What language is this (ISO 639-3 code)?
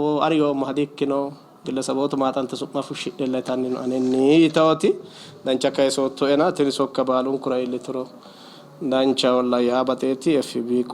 sid